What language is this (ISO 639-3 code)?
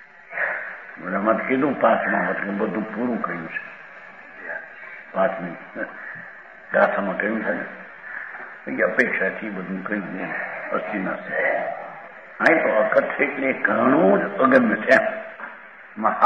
guj